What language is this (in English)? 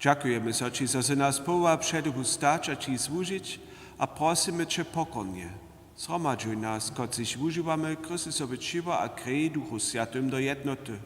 Upper Sorbian